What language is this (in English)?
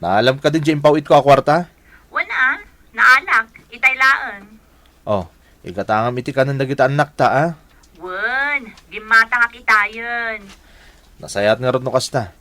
Iloko